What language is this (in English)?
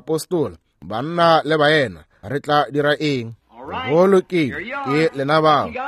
Northern Sotho